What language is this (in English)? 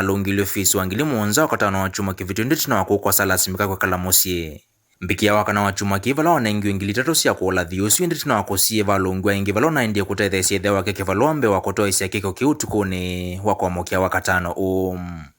Kamba